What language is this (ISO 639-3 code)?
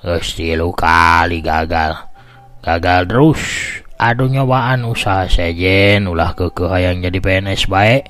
sun